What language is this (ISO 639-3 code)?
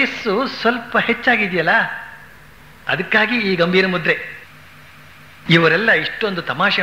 kan